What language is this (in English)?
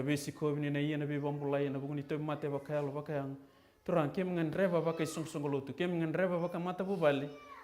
Fijian